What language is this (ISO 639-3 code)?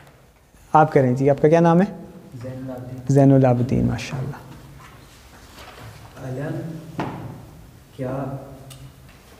urd